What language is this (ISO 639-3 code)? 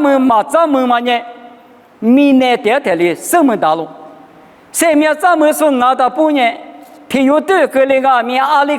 lis